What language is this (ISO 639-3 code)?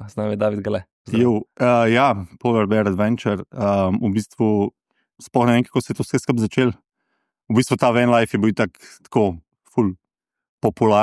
slv